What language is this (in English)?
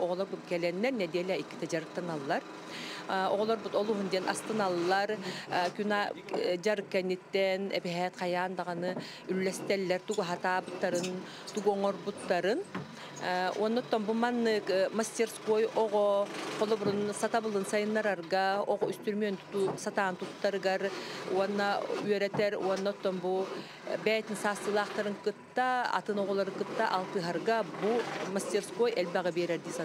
Yakut